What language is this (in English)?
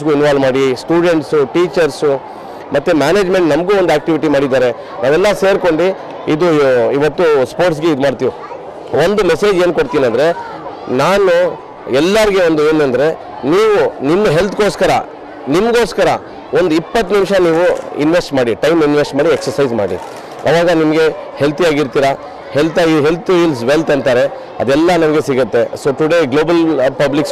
Kannada